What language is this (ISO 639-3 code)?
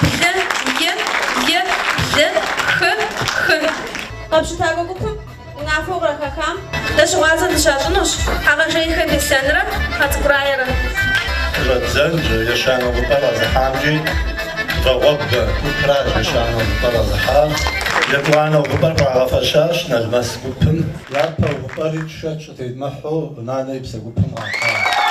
kbd